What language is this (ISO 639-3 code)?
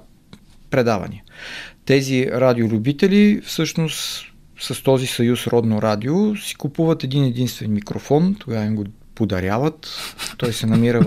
bul